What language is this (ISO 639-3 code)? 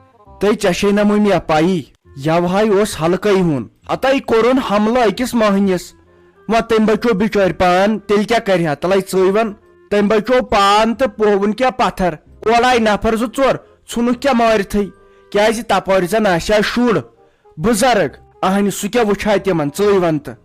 kas